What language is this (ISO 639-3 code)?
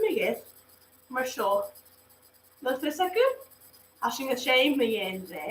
gla